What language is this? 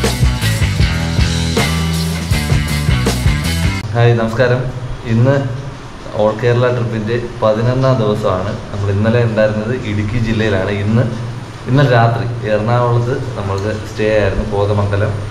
Malayalam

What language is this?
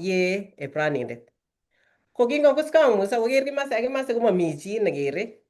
Kalenjin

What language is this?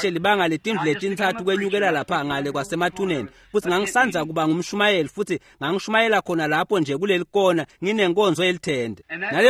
Swati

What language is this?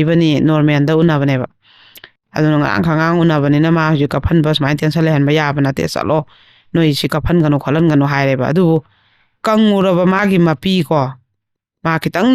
Manipuri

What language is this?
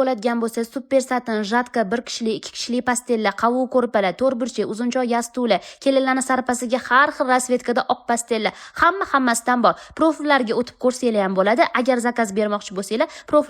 Uzbek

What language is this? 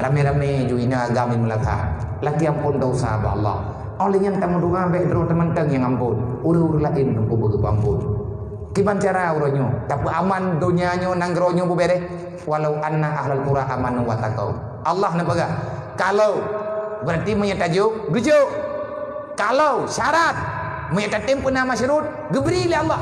Achinese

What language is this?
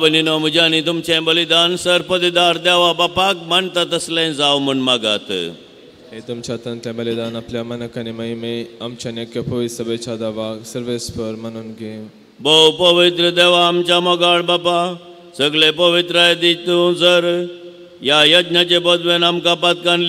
Konkani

